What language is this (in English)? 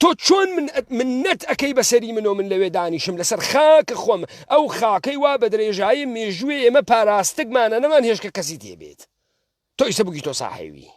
Central Kurdish